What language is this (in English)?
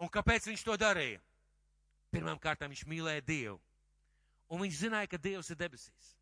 Latvian